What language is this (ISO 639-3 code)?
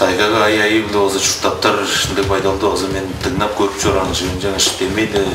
tyv